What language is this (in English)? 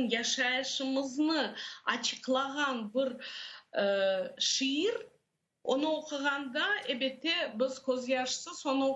Crimean Tatar